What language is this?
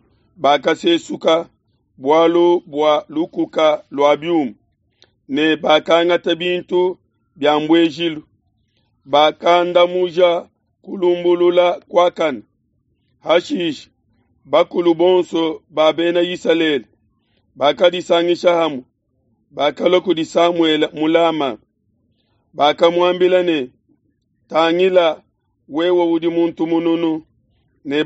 Luba-Lulua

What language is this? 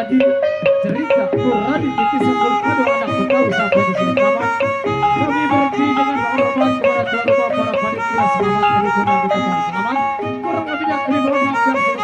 Betawi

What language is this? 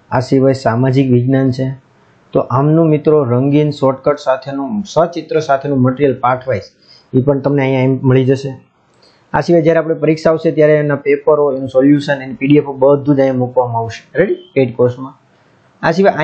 Gujarati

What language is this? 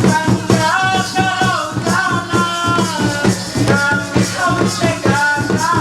Ma'anyan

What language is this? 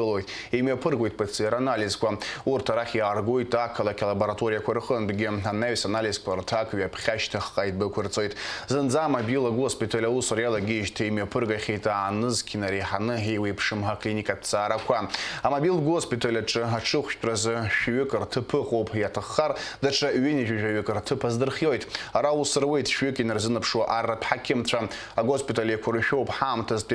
Abkhazian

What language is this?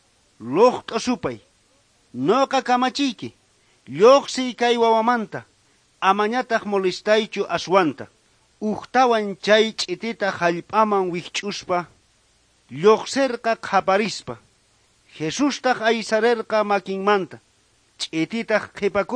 South Bolivian Quechua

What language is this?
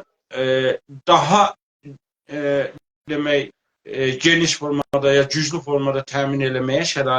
South Azerbaijani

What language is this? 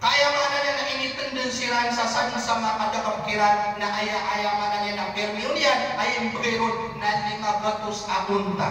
Maranao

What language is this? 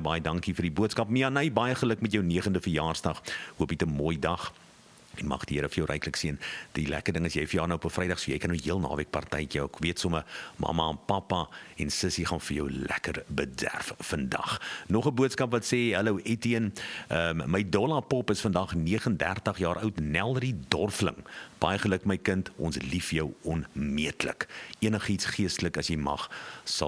Afrikaans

